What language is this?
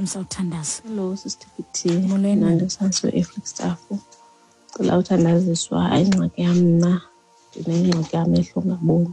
Xhosa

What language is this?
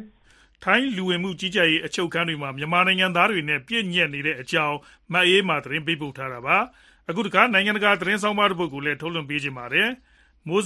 Burmese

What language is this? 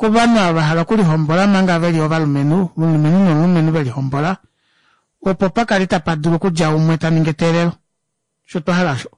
Kuanyama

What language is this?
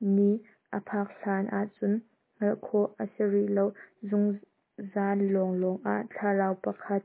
Hakha Chin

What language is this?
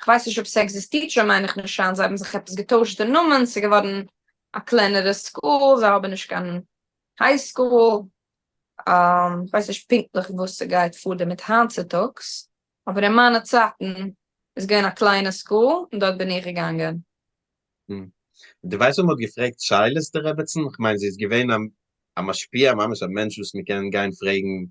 Yiddish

